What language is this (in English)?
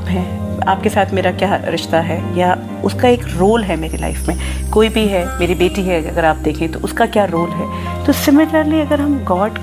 Hindi